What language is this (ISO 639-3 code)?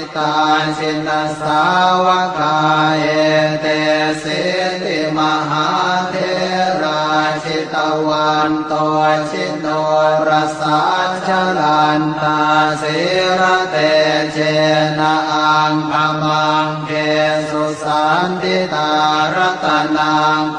pli